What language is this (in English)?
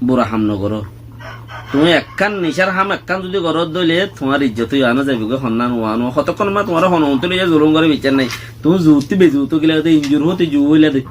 Rohingya